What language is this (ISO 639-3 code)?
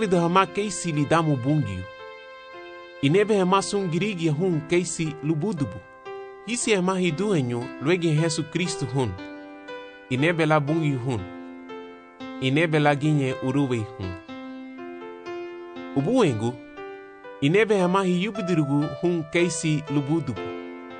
cab